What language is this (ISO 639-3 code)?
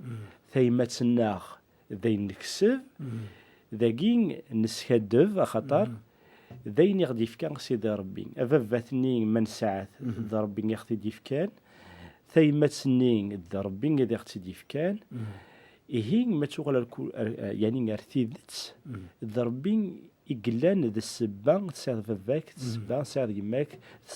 kab